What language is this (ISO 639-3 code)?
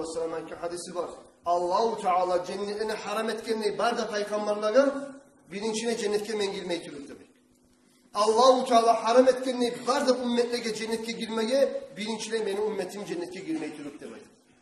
kum